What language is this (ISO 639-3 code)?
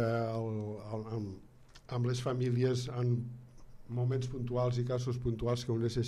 cat